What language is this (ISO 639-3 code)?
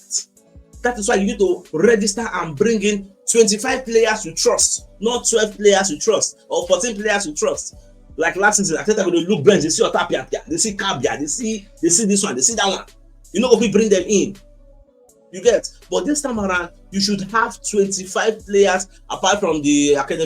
pcm